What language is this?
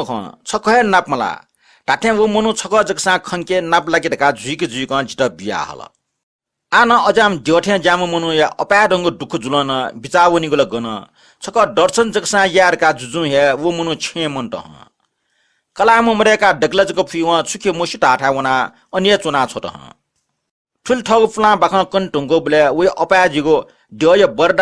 Newari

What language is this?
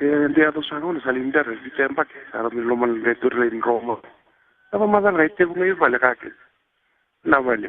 Fijian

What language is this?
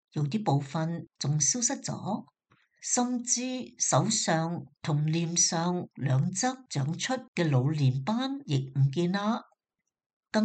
Cantonese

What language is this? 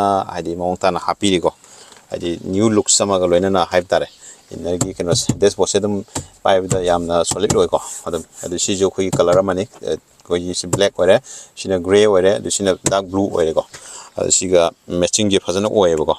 Manipuri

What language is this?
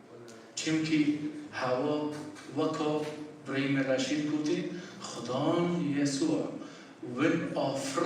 Kurdish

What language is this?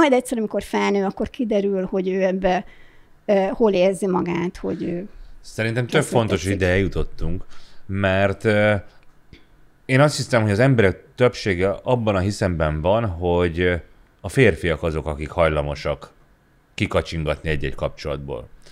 Hungarian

